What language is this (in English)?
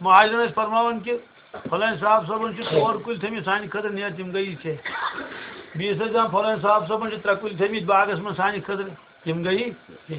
Kashmiri